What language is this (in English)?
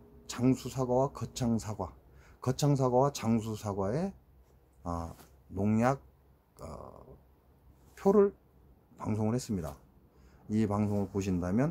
Korean